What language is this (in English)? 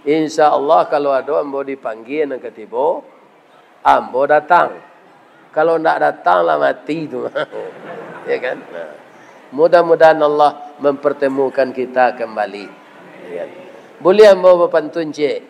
Minangkabau